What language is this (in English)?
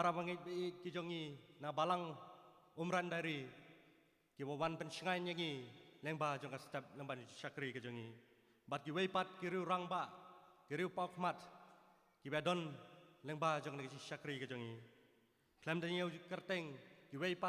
Khasi